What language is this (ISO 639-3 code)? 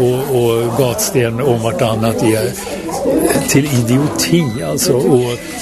swe